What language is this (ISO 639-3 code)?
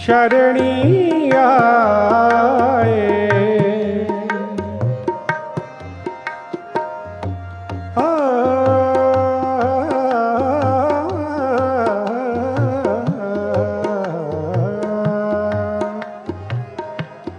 pan